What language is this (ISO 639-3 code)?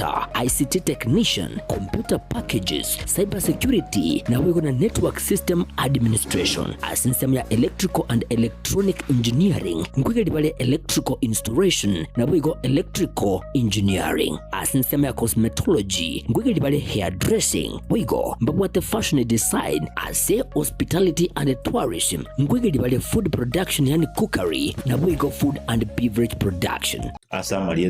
guz